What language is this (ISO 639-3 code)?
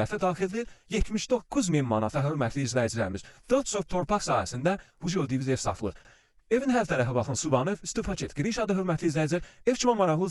aze